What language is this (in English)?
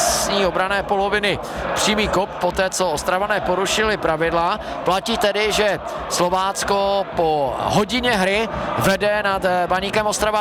Czech